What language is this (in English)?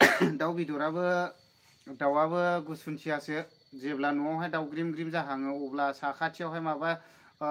Bodo